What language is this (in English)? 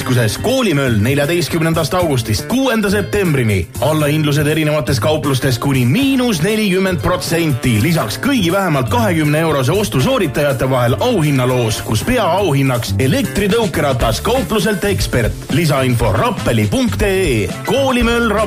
Estonian